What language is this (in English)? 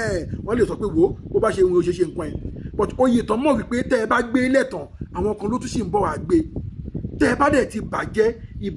Yoruba